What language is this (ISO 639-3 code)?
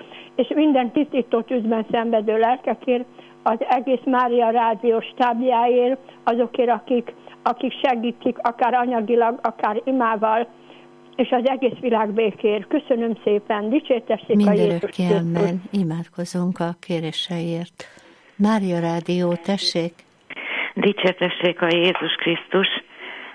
hun